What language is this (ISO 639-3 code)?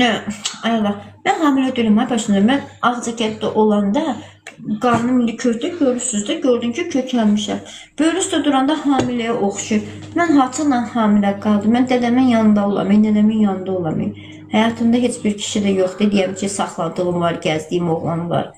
aze